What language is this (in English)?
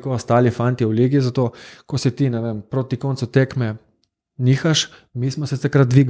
Slovenian